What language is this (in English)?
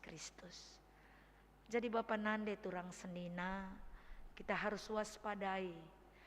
Batak Karo